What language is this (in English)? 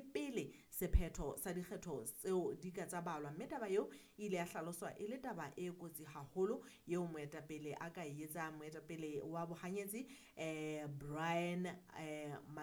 Southern Sotho